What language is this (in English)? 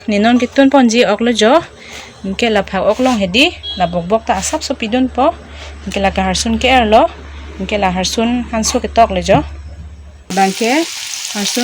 Karbi